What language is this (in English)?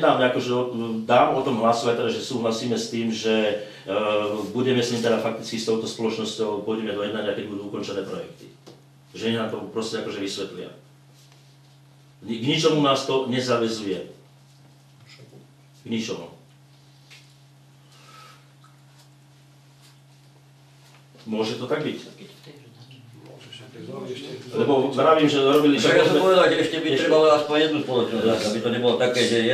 Slovak